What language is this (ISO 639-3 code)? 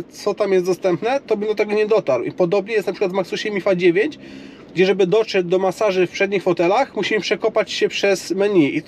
pol